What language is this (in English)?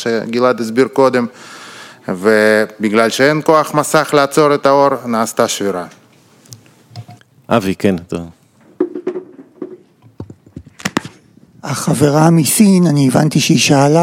Hebrew